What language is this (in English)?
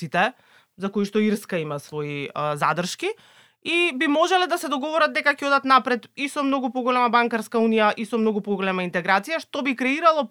Macedonian